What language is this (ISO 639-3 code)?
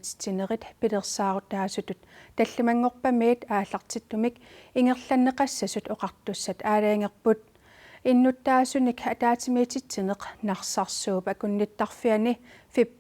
kal